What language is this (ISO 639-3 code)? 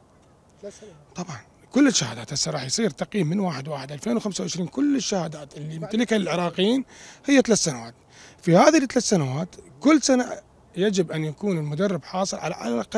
acm